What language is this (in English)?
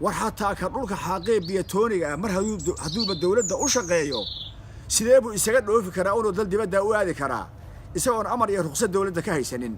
Somali